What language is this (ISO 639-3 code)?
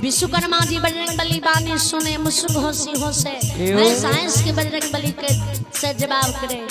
mai